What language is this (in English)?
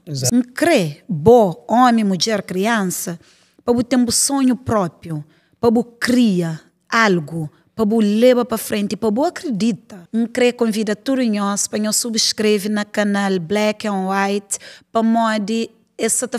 Kabuverdianu